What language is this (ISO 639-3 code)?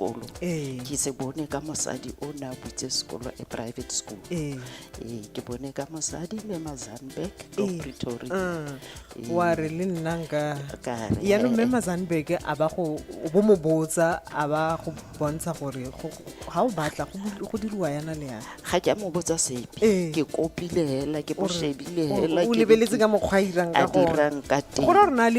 tsn